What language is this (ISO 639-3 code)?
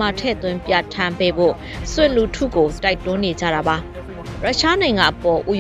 mya